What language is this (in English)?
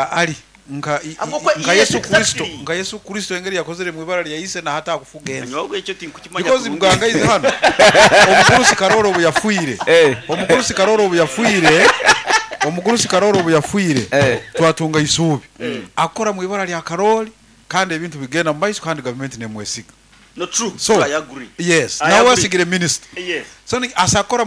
Nyoro